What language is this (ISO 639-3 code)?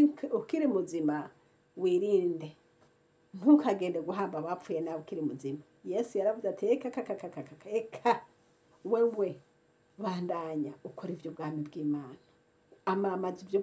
run